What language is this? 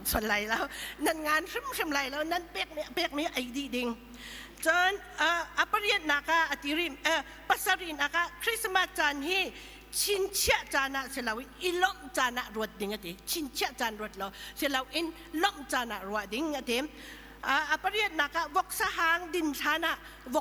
Hakha Chin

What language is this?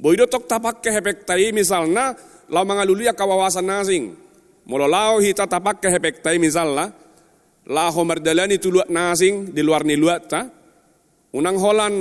Batak Toba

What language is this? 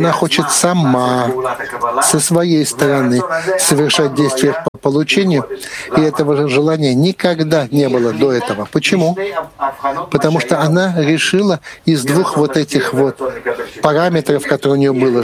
Russian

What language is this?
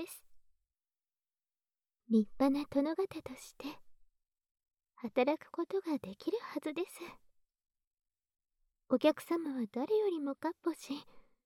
Japanese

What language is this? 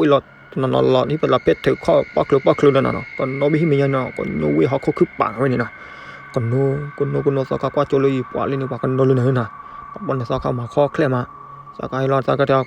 S'gaw Karen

